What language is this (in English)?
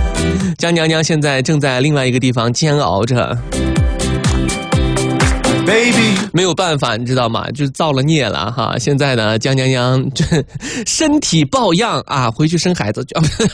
Chinese